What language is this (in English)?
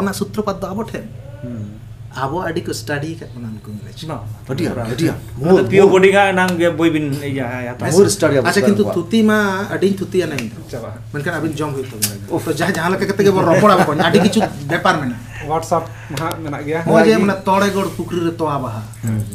Santali